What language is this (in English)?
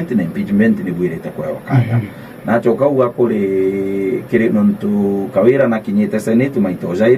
Meru